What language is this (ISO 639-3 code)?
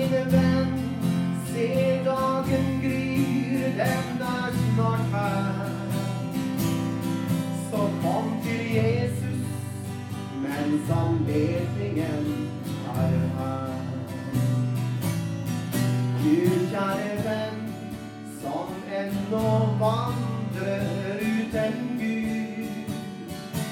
nor